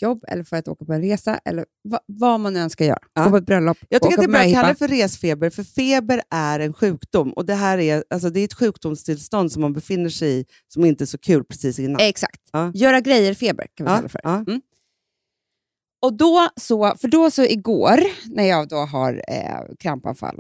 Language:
Swedish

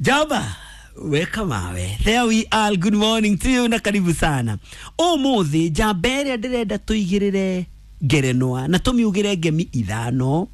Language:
Kikuyu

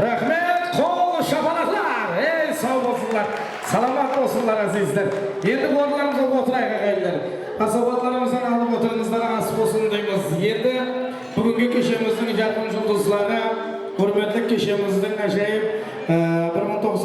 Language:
Kara-Kalpak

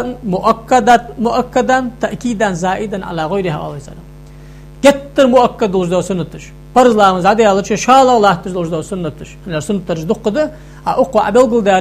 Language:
Ingush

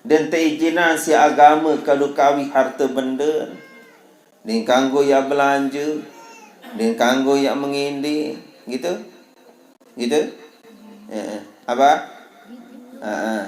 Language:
Sasak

